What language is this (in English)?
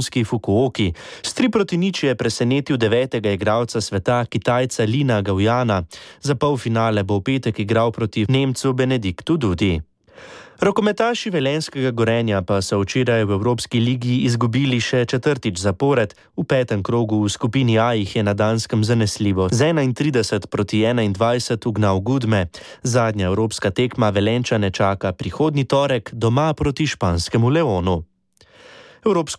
Slovenian